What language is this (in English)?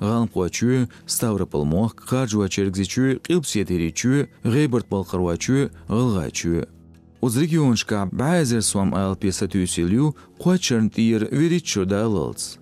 Chechen